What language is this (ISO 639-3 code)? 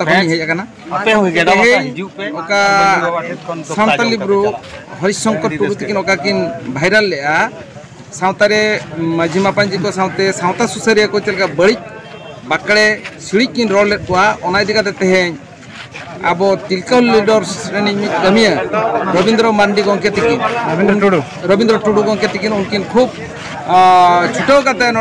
sat